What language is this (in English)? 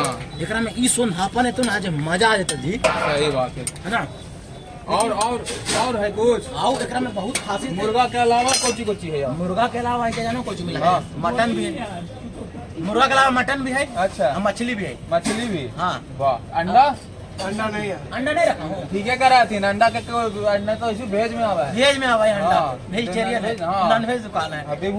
Magahi